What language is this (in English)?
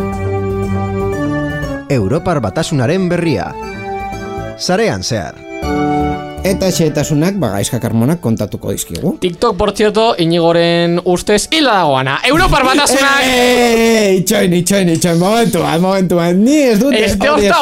Basque